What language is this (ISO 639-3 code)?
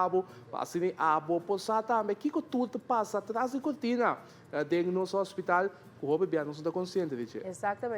pap